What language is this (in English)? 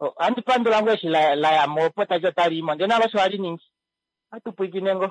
Kuanyama